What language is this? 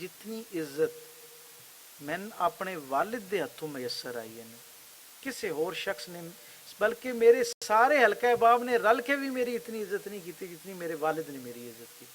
Western Panjabi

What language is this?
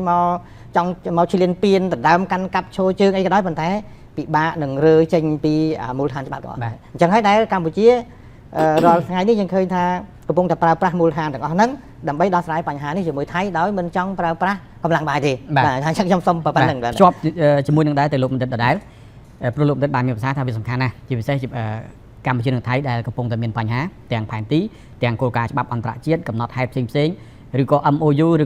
Khmer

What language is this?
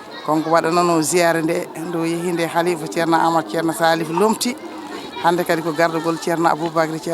Fula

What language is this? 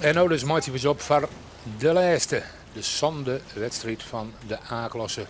Western Frisian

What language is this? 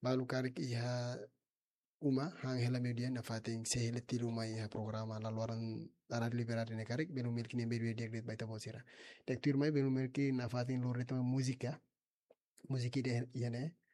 Tetum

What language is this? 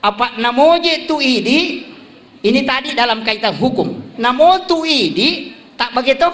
Buginese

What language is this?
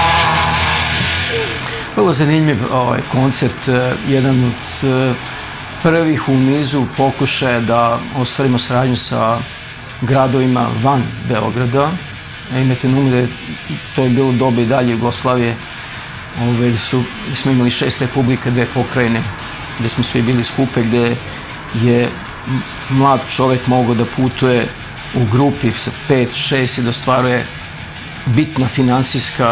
Serbian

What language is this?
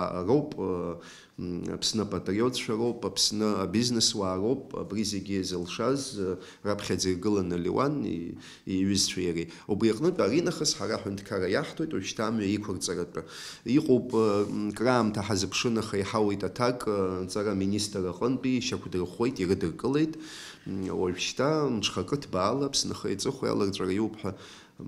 Abkhazian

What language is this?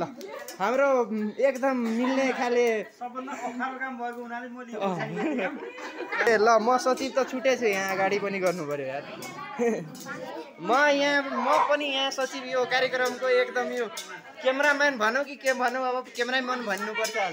Nepali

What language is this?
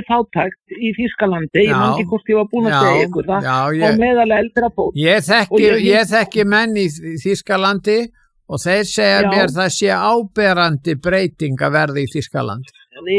Icelandic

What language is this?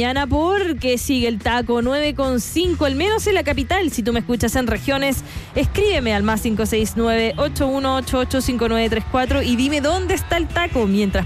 Spanish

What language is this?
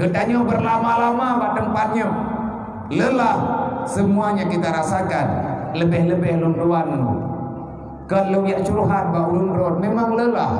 Achinese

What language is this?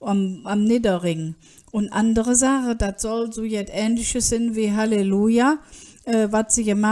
Colognian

